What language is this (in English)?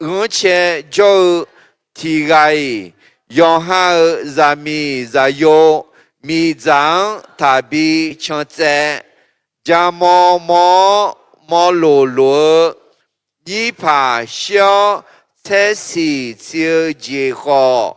Akha